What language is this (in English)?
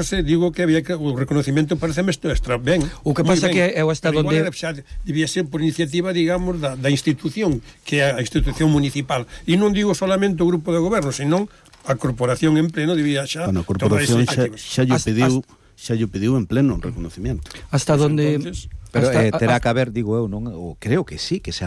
Galician